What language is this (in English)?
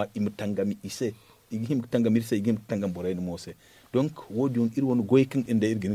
Zarma